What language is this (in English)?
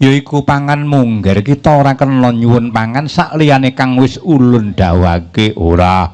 Javanese